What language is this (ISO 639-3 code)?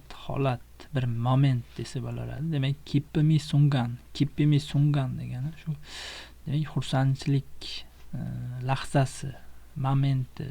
uzb